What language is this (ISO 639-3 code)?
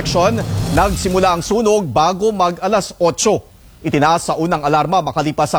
fil